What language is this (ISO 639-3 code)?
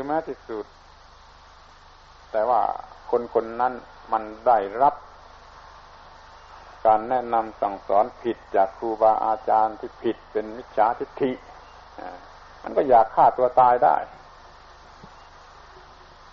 tha